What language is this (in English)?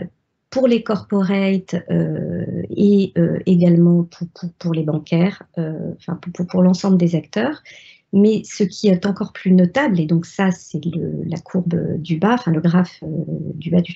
French